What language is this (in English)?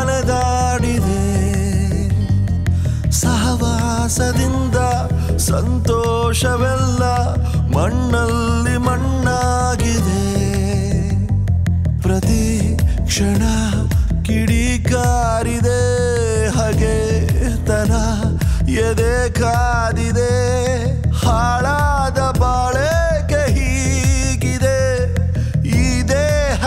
Kannada